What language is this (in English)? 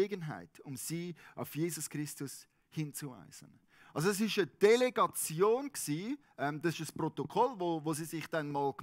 Swiss German